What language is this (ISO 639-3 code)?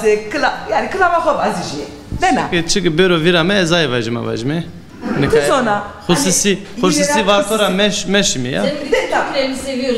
zza